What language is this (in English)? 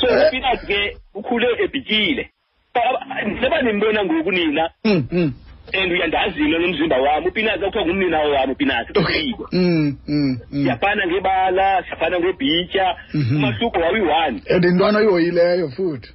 Xhosa